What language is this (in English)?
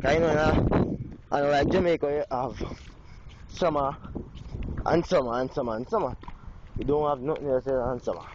Jamaican Creole English